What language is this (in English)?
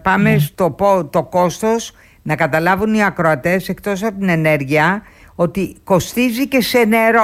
Greek